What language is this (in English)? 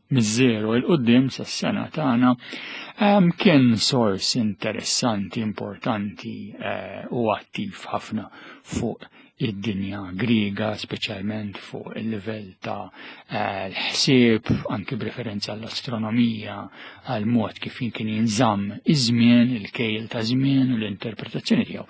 Maltese